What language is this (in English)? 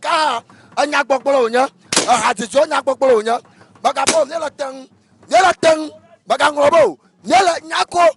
Ewe